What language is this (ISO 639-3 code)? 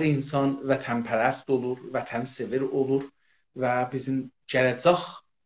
azb